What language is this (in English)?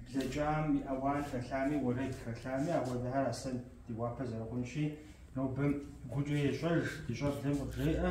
Kabardian